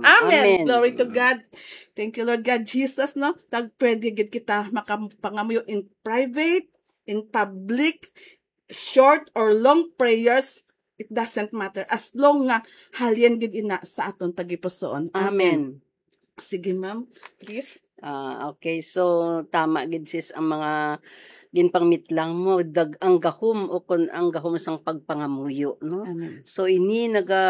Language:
Hiligaynon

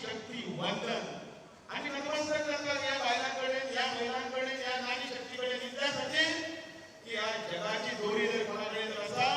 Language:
Konkani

